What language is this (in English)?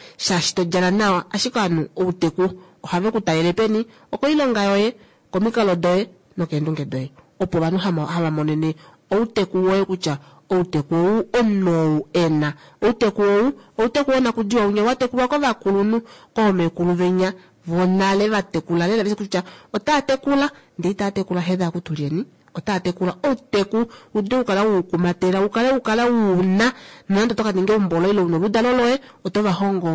Kuanyama